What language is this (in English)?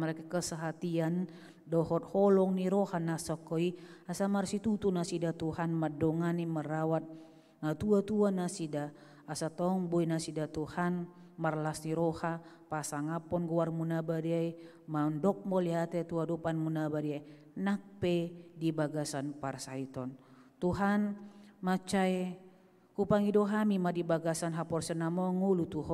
Batak Toba